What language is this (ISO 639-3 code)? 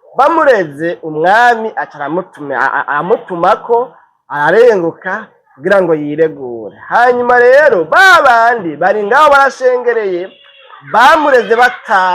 run